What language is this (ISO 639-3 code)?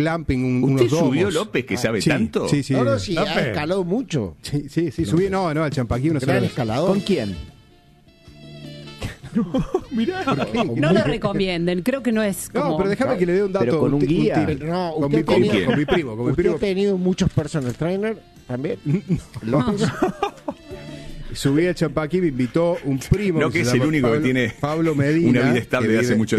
spa